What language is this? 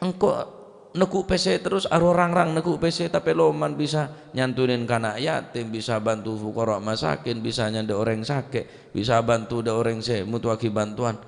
Madurese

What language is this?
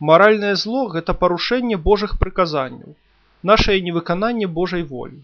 Belarusian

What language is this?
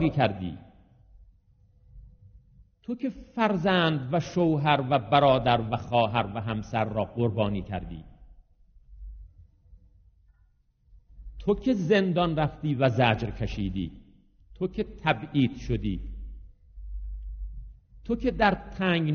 Persian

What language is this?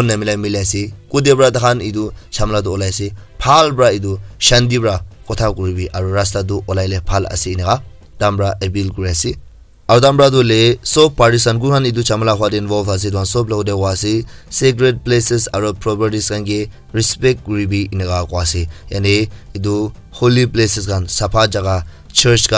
Naga Pidgin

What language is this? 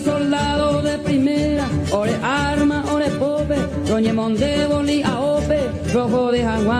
Guarani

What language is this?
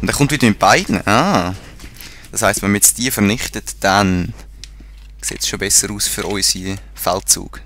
Swiss German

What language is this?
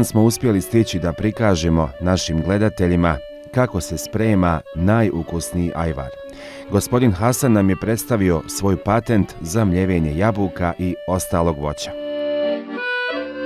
Bosnian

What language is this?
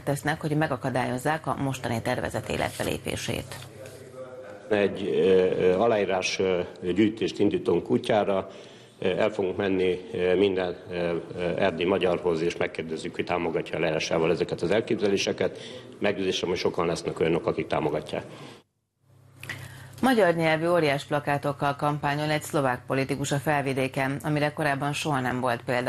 Hungarian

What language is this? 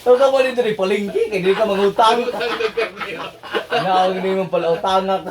Cebuano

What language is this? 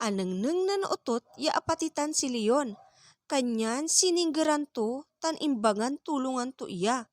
Pangasinan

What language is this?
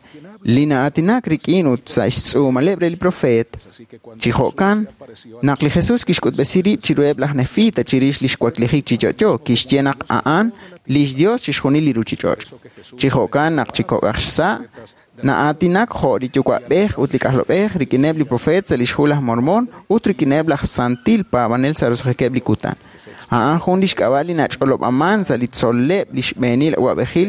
Kekchí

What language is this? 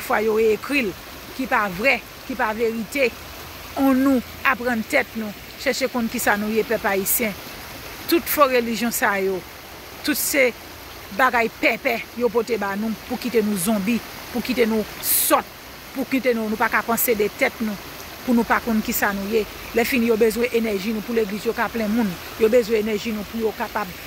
Haitian Creole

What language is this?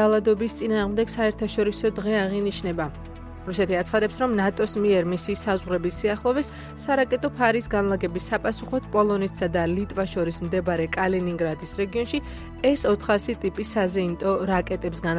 Georgian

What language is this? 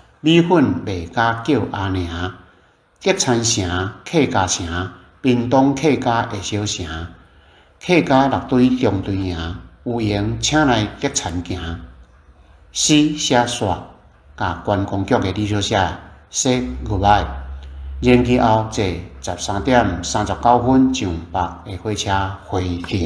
Min Nan Chinese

